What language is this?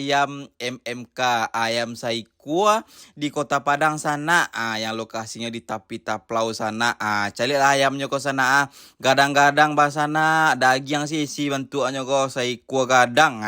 Minangkabau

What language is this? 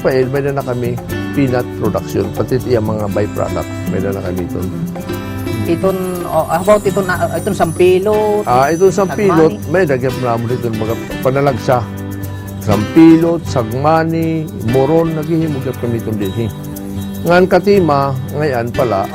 Waray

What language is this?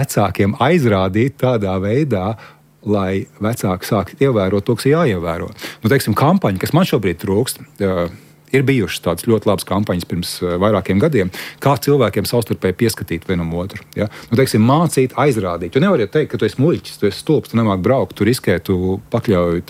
Latvian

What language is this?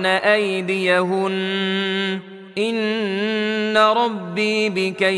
Arabic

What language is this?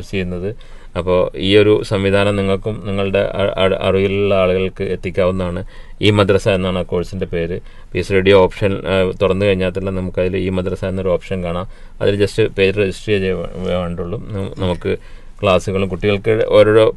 Malayalam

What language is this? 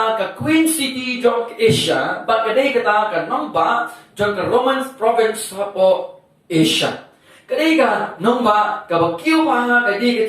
Khasi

